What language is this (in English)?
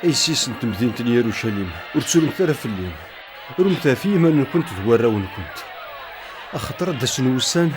Kabyle